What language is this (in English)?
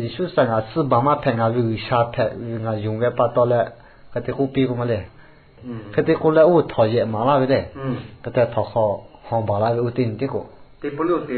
Lahu